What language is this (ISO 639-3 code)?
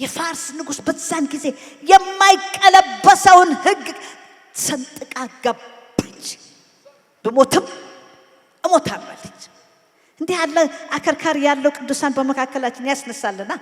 amh